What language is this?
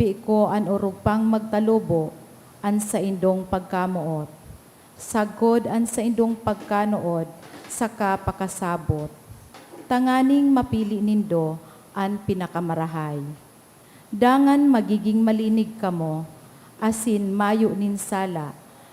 Bikol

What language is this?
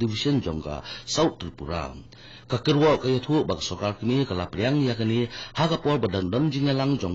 Khasi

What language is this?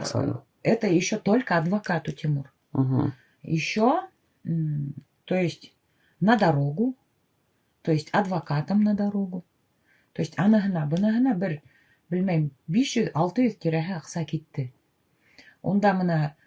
Bashkir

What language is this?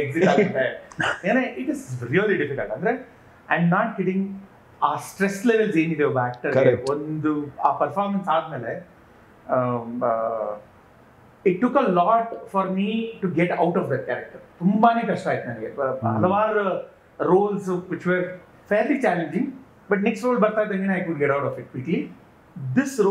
Kannada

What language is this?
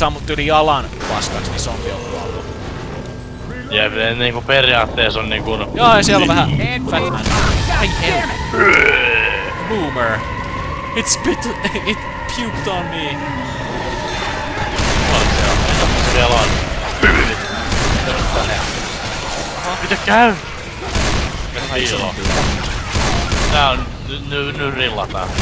Finnish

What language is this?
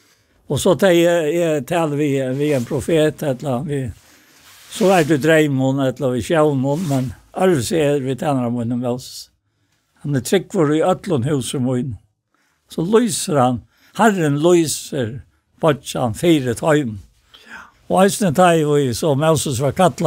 Faroese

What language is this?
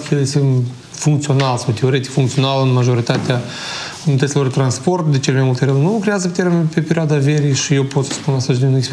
Romanian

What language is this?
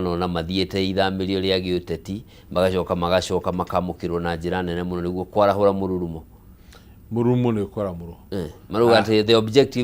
Kikuyu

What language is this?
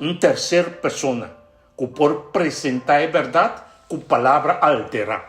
Papiamento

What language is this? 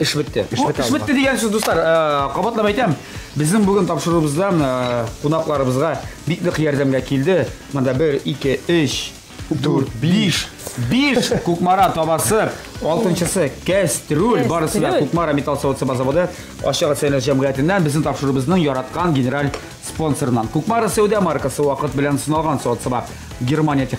Tatar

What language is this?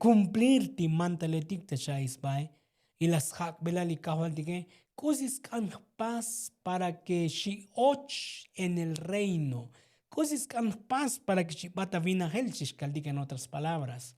Tzotzil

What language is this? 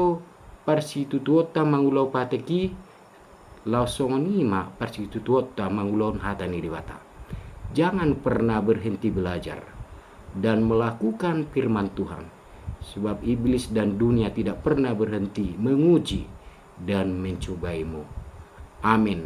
Batak Toba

